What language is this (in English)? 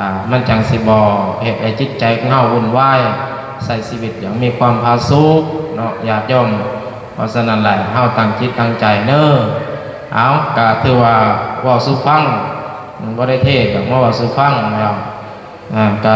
Lao